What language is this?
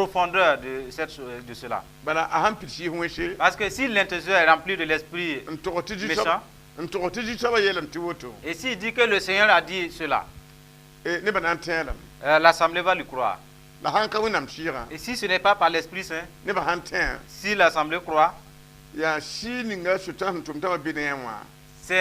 Mossi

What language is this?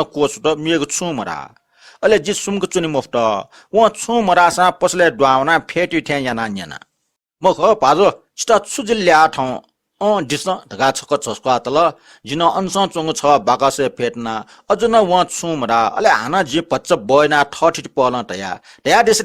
Newari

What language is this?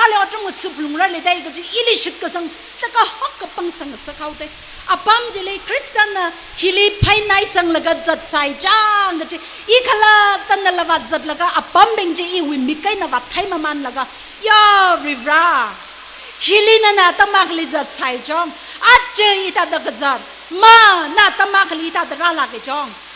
Tangkhul Naga (India)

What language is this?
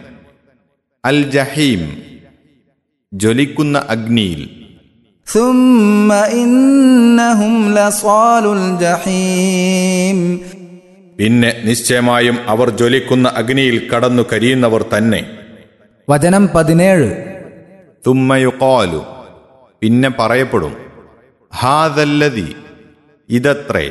Malayalam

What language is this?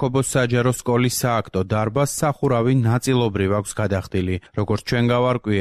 Georgian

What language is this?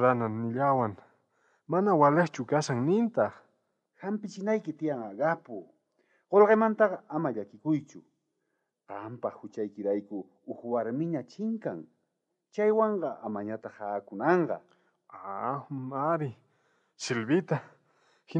South Bolivian Quechua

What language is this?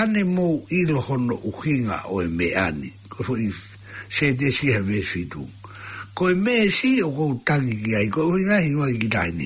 Tongan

